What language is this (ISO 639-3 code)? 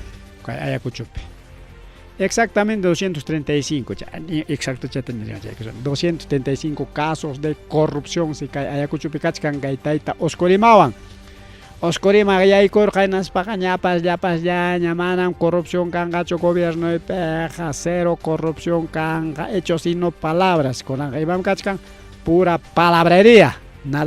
quy